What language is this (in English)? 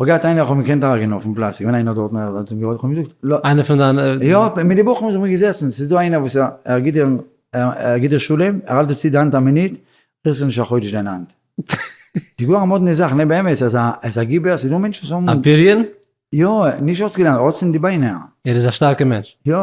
Yiddish